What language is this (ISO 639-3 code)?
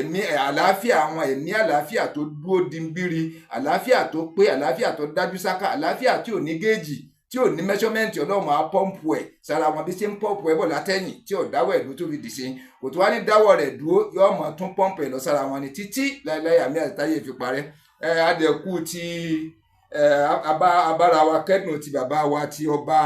yor